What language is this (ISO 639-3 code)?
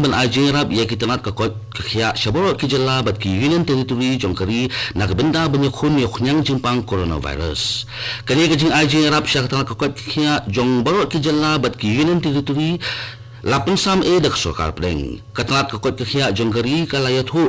kha